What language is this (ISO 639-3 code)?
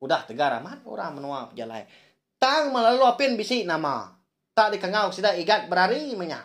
iba